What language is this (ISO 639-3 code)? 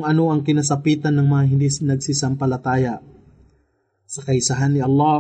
fil